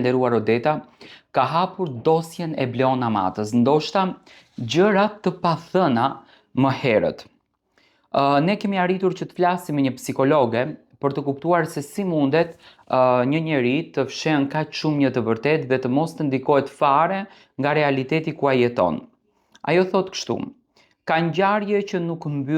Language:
Albanian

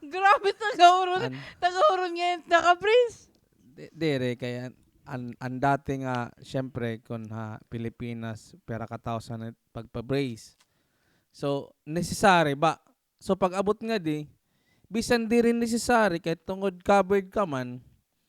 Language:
Waray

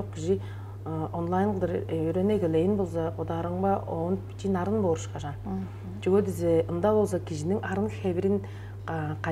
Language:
Tuvinian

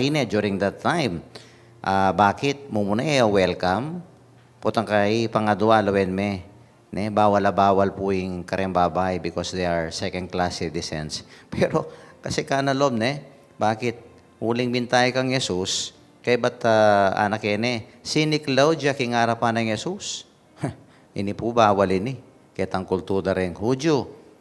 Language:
Pampanga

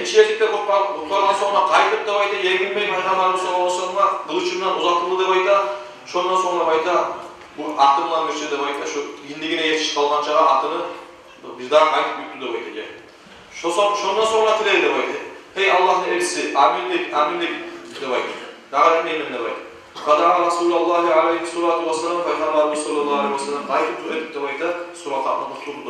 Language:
Kumyk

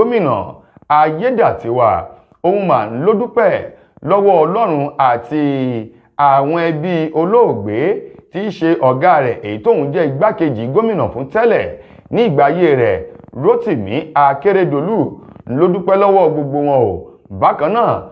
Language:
Yoruba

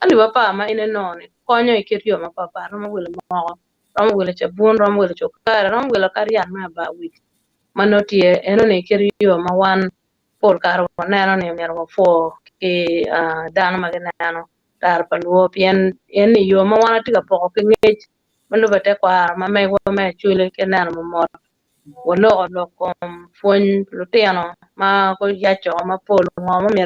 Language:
Acoli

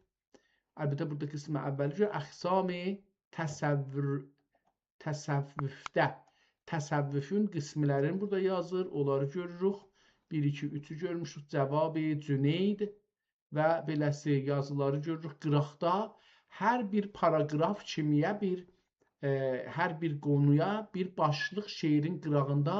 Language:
South Azerbaijani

